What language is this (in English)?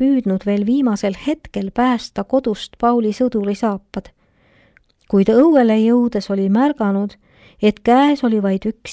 Estonian